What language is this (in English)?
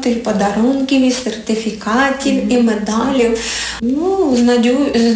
Ukrainian